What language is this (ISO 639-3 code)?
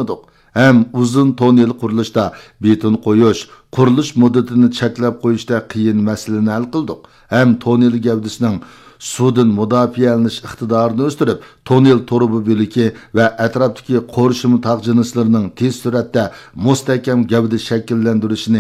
uig